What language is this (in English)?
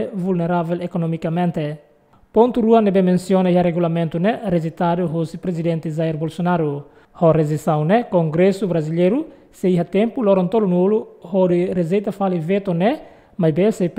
Tetum